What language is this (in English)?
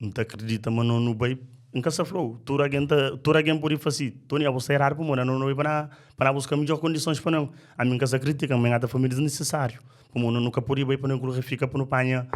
Kabuverdianu